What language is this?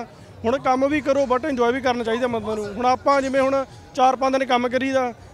Punjabi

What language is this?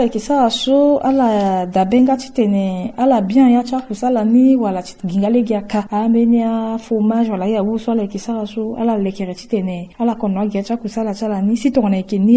Sango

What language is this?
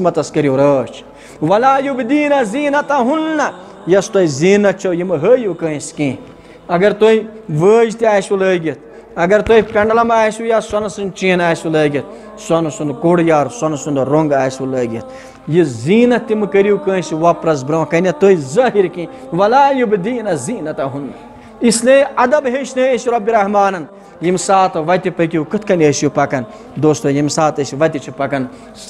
Kashmiri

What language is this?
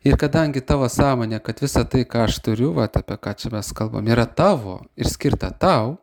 Lithuanian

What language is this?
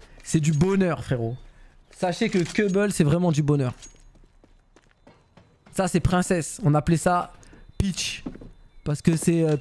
French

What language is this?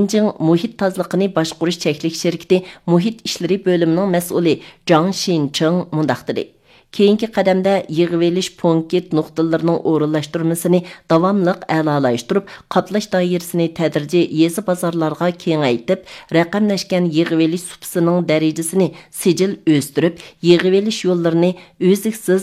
Uyghur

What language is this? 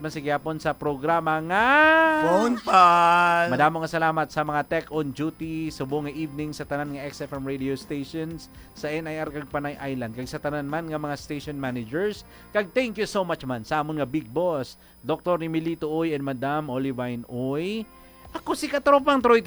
Hiligaynon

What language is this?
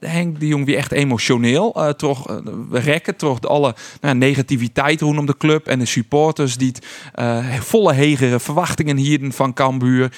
Western Frisian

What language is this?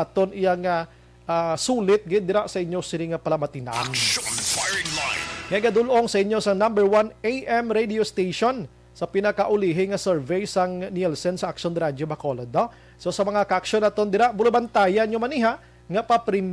Hiligaynon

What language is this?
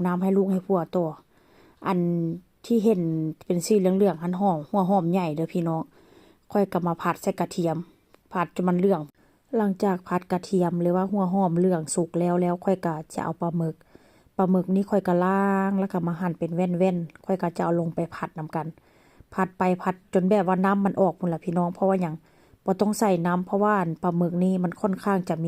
Northeastern Thai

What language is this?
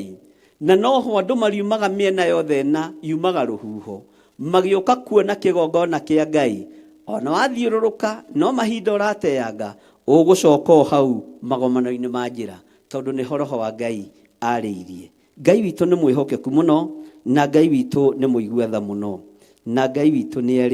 Kikuyu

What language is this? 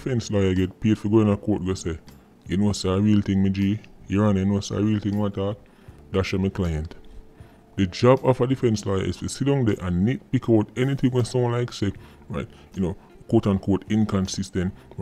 Jamaican Creole English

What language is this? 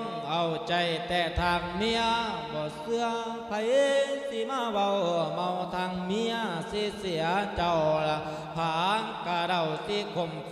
Lao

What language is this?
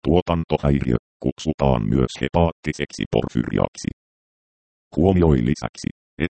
Finnish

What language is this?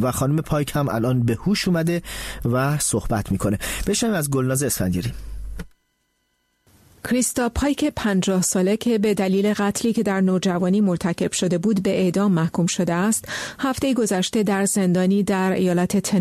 Persian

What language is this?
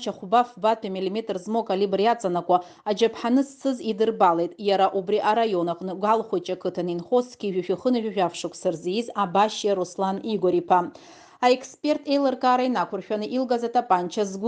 Abkhazian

